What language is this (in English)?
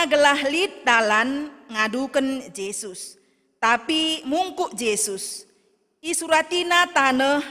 Batak Karo